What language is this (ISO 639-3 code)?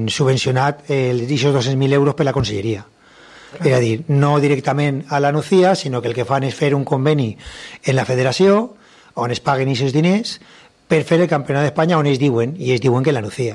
cat